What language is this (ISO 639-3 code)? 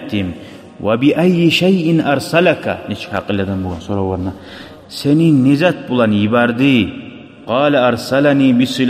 kum